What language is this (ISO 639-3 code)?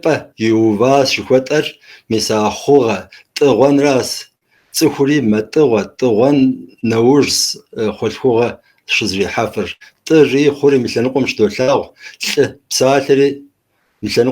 kbd